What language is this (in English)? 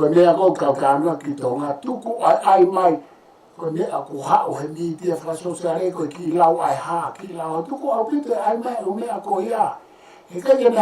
Tongan